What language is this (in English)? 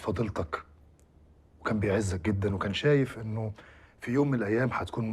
Egyptian Arabic